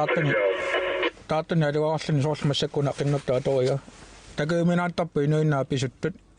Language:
Kalaallisut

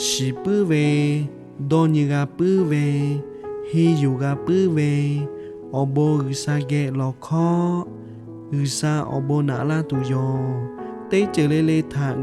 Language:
Lahu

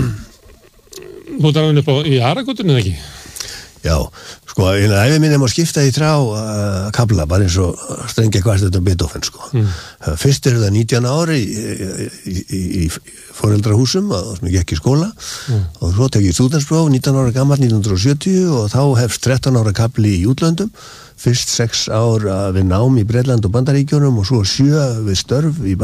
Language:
Icelandic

